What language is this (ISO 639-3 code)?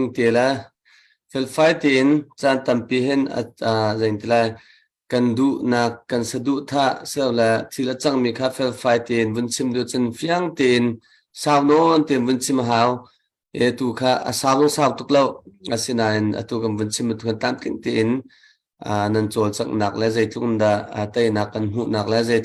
cnh